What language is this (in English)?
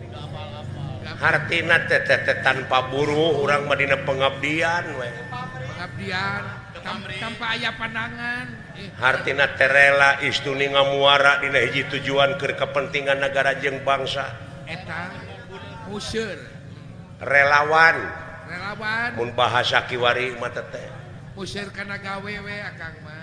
Sundanese